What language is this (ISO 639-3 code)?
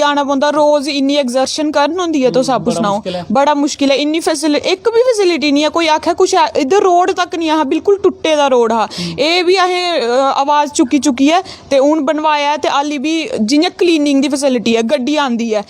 doi